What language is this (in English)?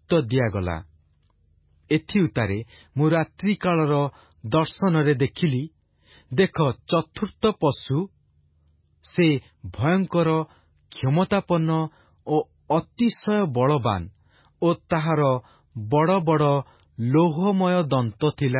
Odia